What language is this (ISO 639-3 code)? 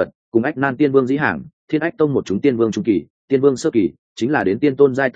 vie